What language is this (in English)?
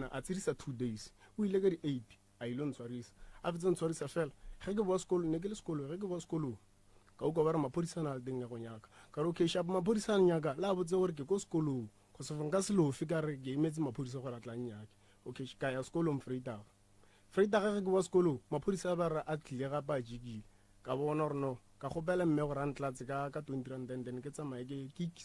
Northern Sotho